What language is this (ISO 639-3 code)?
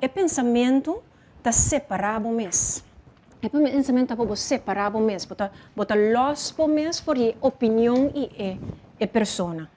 pap